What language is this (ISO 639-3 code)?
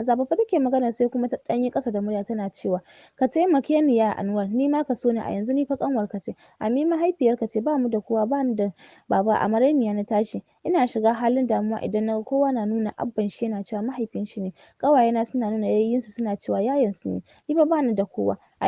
hau